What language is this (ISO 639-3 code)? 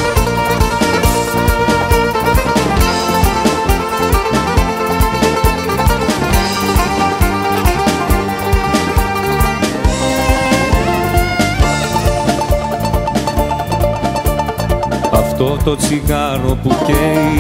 ell